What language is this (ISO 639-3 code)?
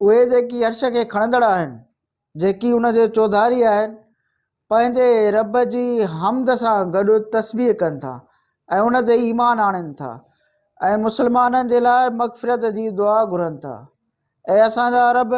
snd